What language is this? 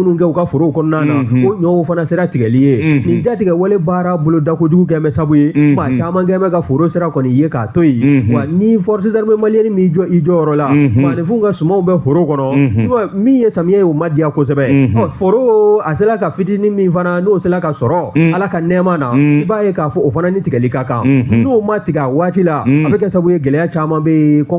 Bambara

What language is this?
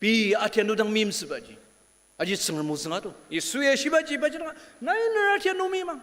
Ao Naga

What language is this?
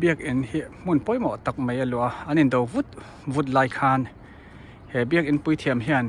Mizo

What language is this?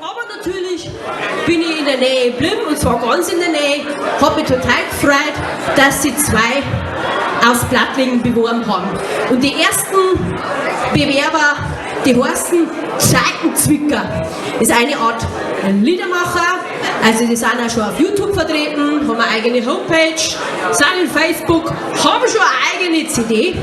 Bavarian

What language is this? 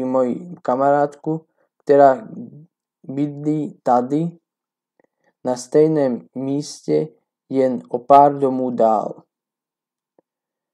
Slovak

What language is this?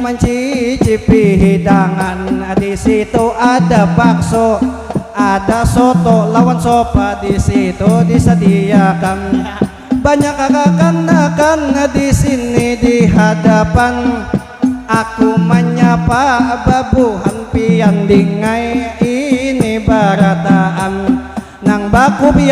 Banjar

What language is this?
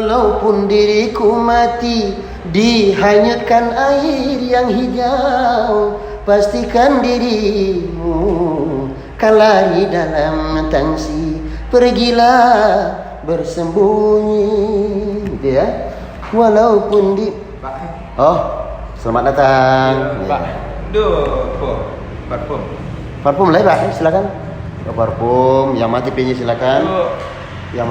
Minangkabau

